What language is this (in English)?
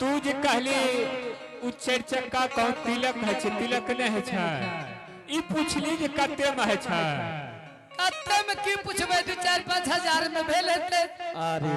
Angika